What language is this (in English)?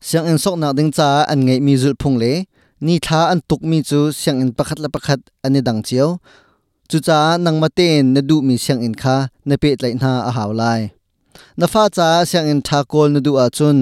Hakha Chin